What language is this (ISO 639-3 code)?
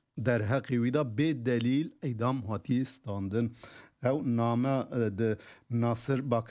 kur